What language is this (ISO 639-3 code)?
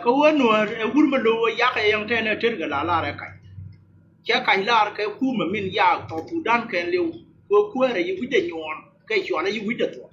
nus